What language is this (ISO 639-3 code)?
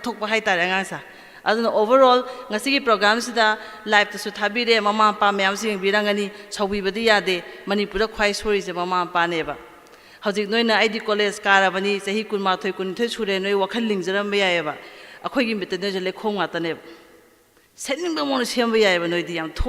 mni